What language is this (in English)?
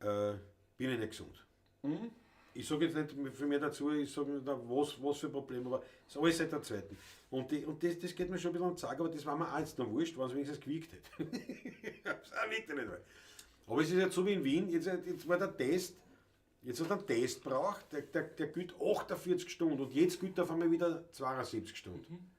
Bavarian